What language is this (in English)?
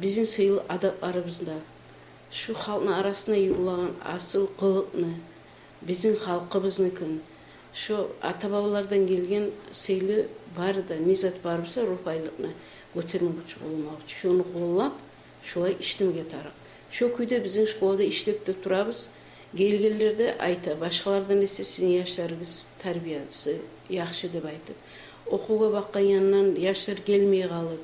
Kumyk